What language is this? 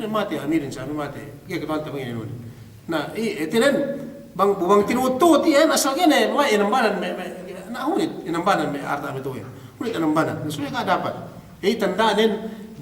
Yakan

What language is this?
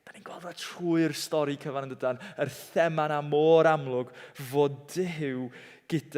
Welsh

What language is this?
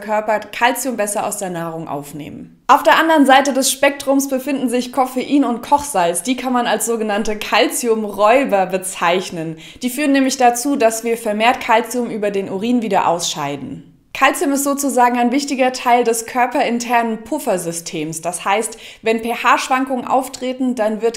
German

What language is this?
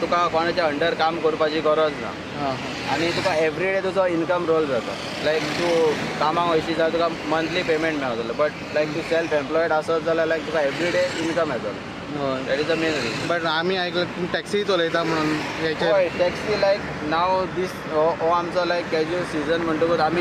Konkani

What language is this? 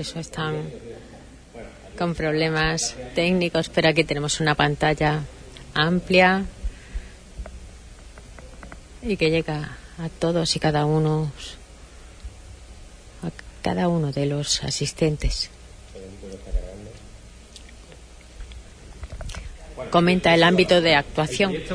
Spanish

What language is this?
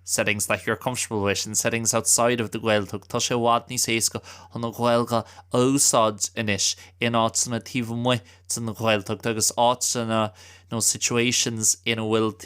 Irish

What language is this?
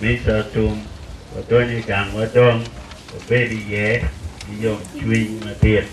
Acoli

